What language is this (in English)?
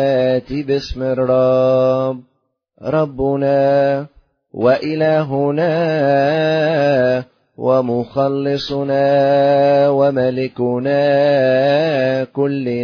Arabic